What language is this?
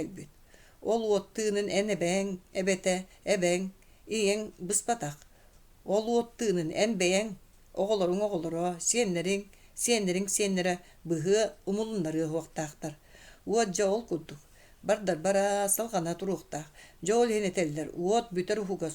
Yakut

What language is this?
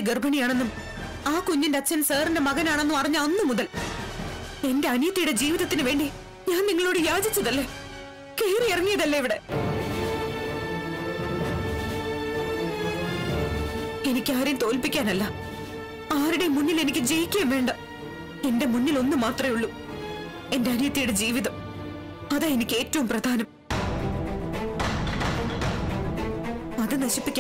Malayalam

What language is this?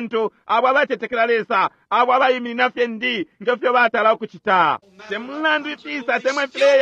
Bemba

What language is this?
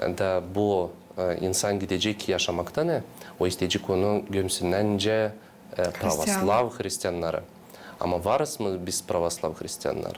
Gagauz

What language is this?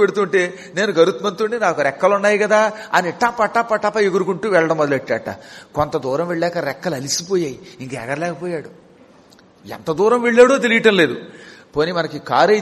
Telugu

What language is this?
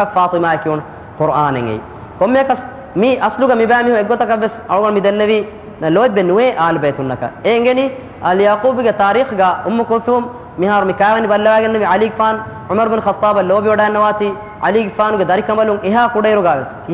Divehi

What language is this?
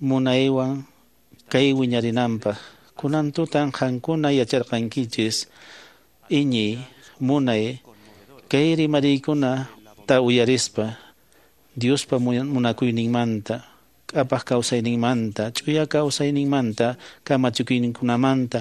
Quechua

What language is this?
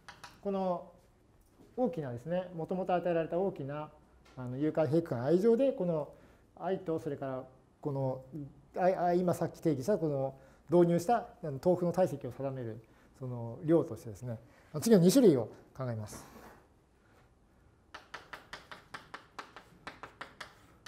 Japanese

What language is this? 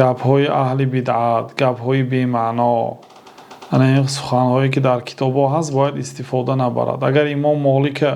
Tajik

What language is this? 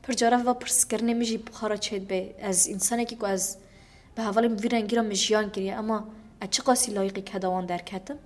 Kurdish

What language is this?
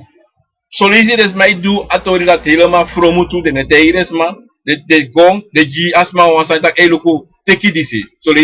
Sranan Tongo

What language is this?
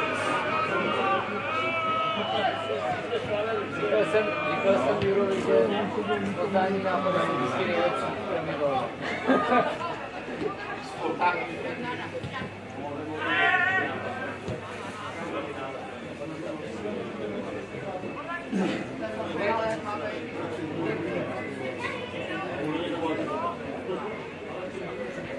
Czech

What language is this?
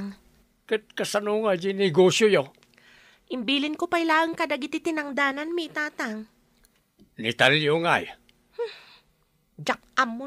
Iloko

